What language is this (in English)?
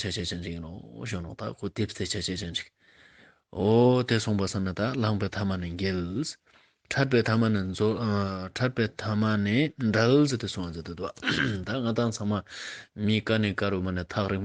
Ladakhi